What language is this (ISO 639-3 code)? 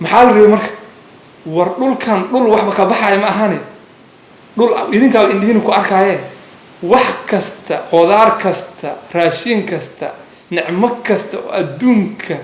som